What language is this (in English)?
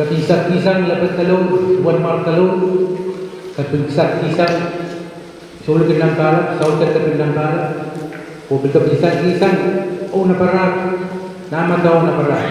Pohnpeian